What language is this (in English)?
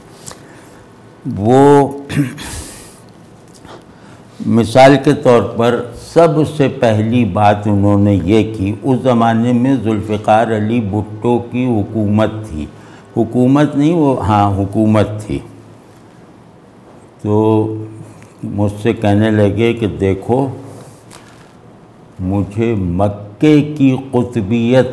Urdu